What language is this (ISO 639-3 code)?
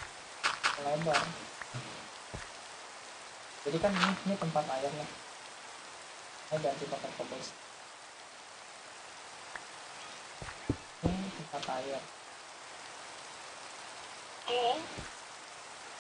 ind